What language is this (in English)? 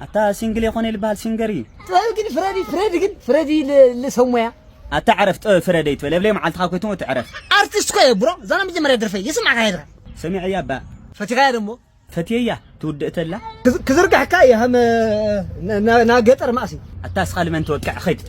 Tigrinya